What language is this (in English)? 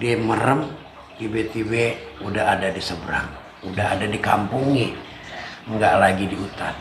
Betawi